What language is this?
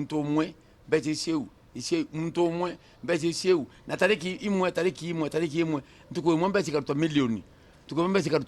Meru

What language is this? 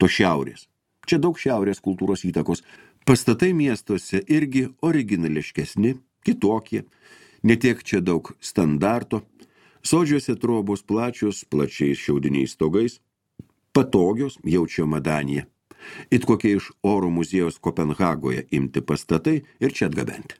Lithuanian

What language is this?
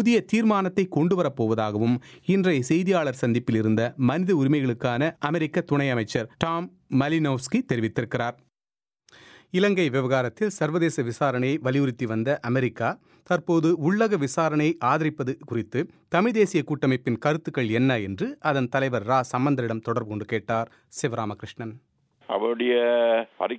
Tamil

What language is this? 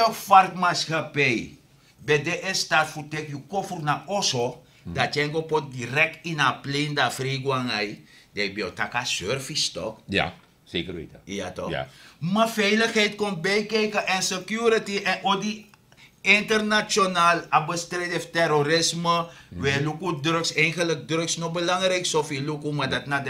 Sranan Tongo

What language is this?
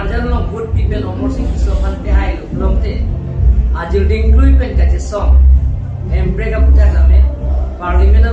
Karbi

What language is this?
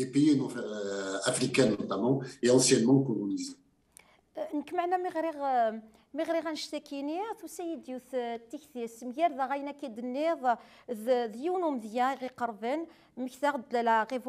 Kabyle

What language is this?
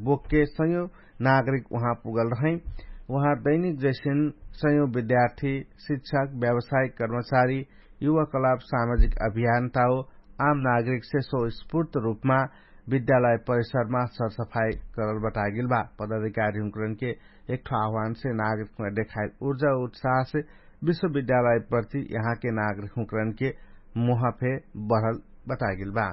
Dangaura Tharu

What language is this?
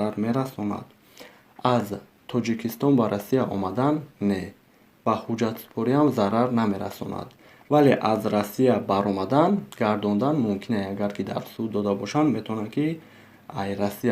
Tajik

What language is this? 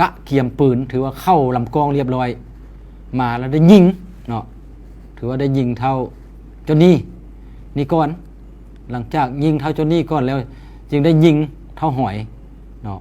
Lao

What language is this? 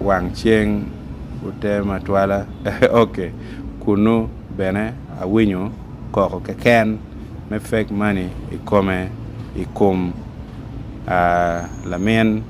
Acoli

